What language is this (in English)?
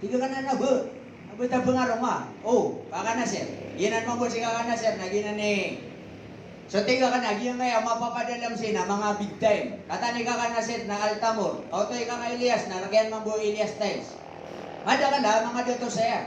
Maranao